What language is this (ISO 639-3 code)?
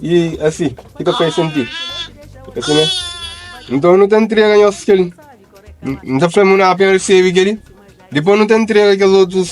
kea